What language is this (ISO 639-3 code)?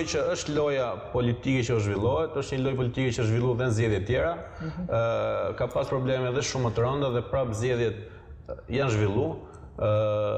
sqi